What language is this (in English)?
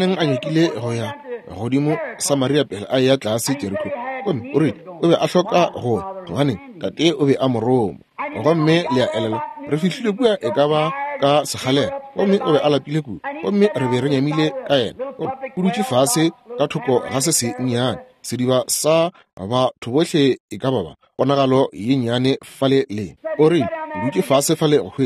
Northern Sotho